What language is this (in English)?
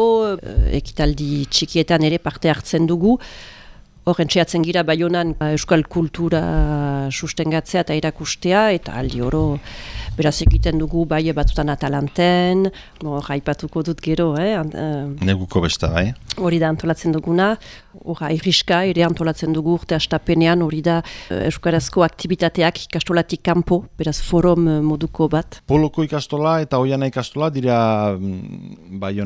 Basque